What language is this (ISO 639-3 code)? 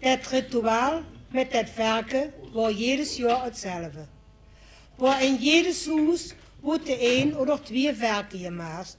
lim